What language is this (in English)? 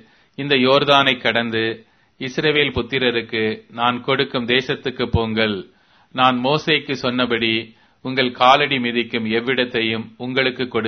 Tamil